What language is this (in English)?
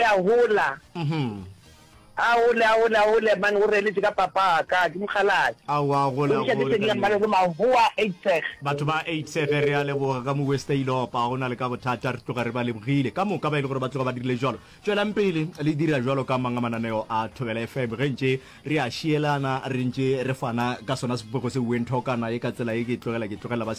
Northern Sotho